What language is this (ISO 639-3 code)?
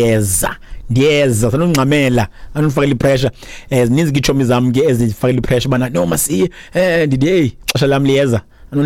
xho